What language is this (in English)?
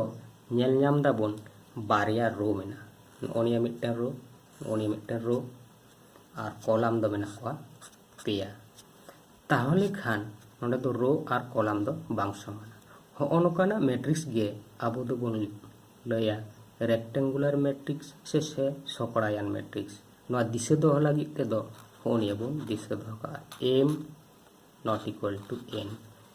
Santali